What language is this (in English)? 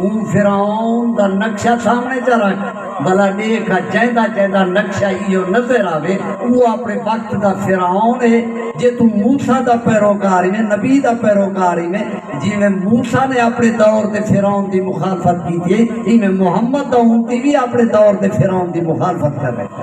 Saraiki